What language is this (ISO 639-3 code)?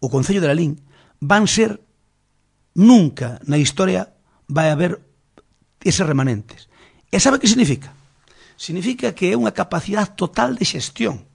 glg